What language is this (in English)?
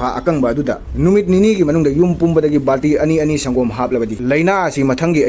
Manipuri